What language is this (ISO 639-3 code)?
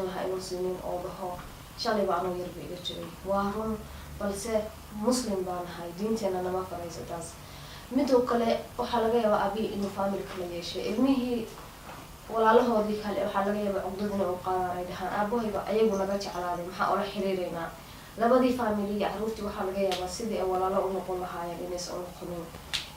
som